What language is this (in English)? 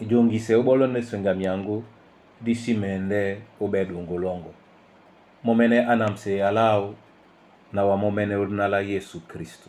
Duala